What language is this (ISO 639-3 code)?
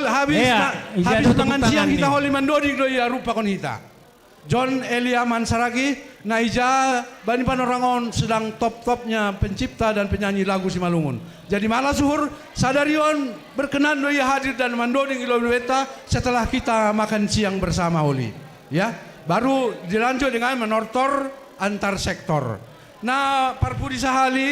bts